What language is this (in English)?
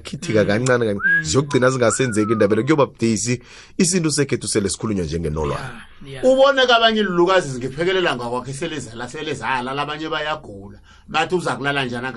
South Ndebele